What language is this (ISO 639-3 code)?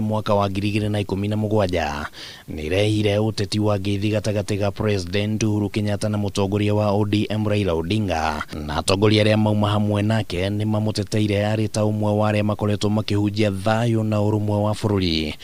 kik